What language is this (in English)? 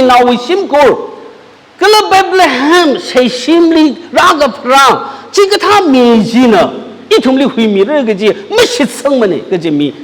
Tangkhul Naga (India)